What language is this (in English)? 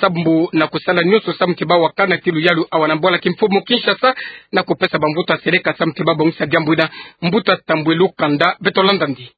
Kituba (Democratic Republic of Congo)